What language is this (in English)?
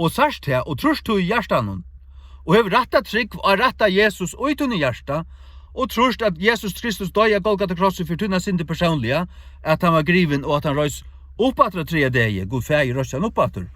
Faroese